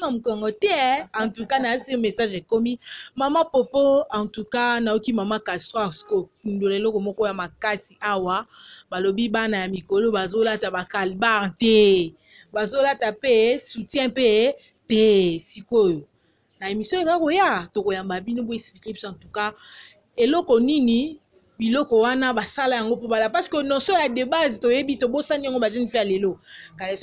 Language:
Lingala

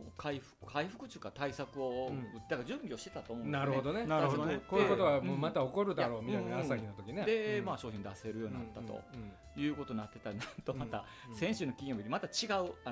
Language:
Japanese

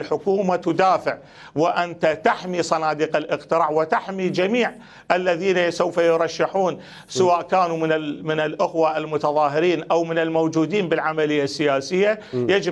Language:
Mesopotamian Arabic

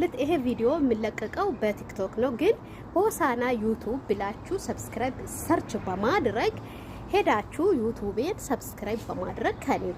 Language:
Amharic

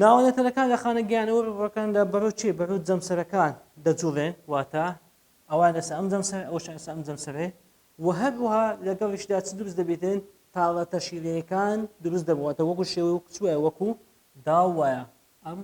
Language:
Central Kurdish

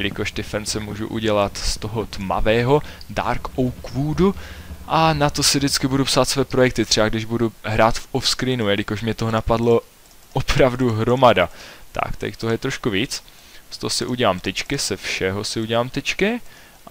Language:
Czech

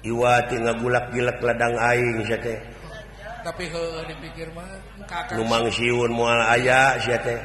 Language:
Sundanese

